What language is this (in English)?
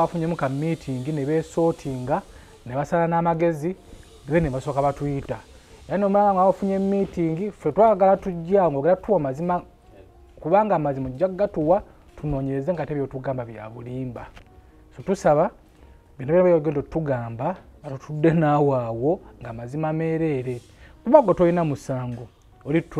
Ganda